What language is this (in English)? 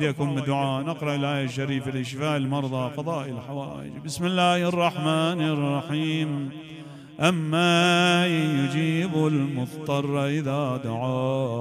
Mesopotamian Arabic